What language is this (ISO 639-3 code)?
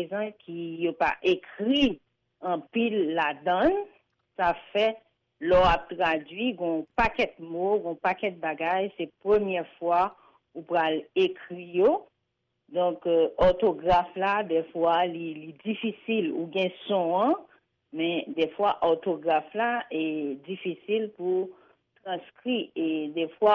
hat